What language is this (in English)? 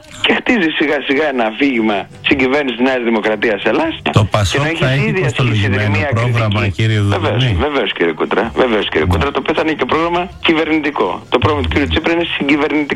Greek